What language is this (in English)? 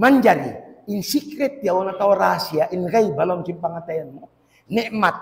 Tausug